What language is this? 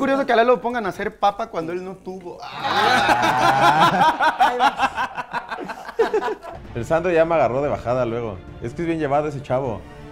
Spanish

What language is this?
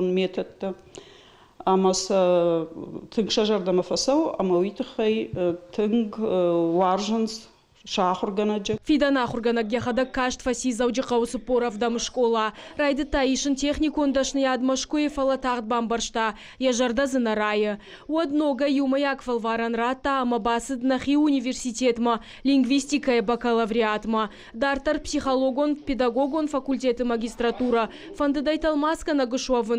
Ossetic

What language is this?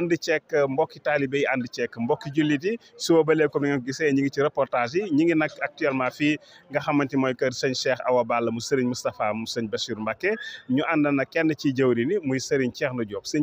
Wolof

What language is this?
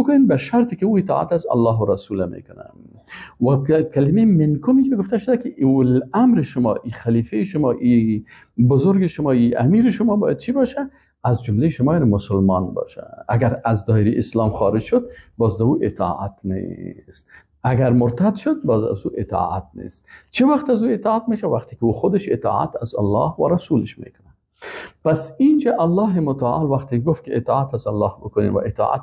Persian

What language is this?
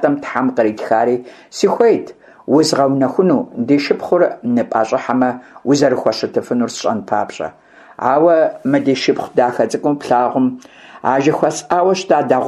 Kabardian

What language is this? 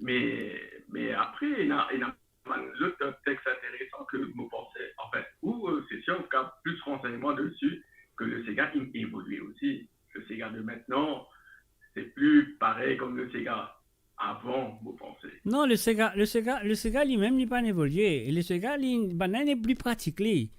Morisyen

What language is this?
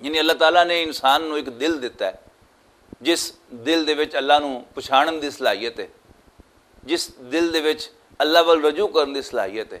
Western Panjabi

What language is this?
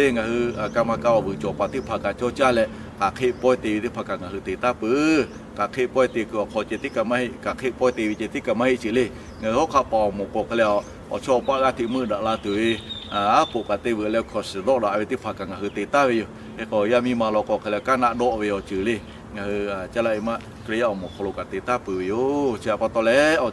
Lahu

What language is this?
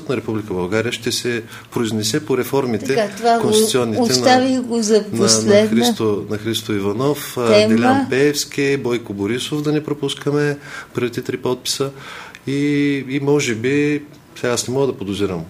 Bulgarian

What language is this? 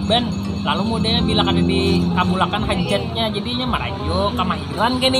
Banjar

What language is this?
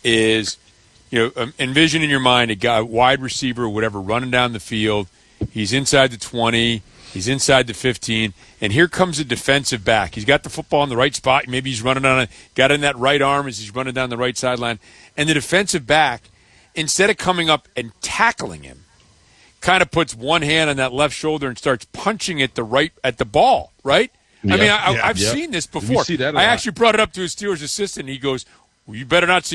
English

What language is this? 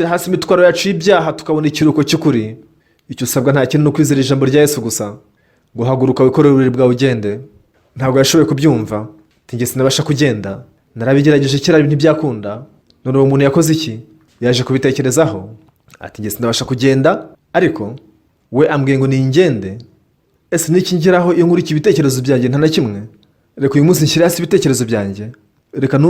Kinyarwanda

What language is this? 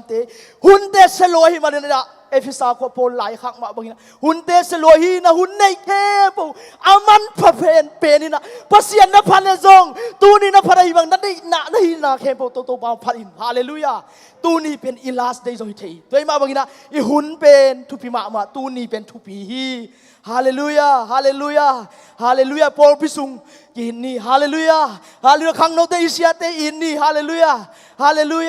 Tedim Chin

